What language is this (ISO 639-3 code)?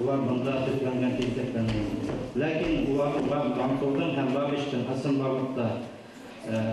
bak